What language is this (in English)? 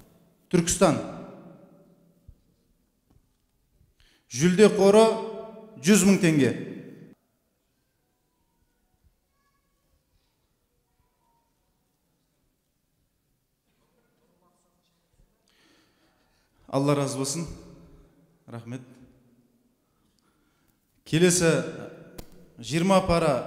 Kazakh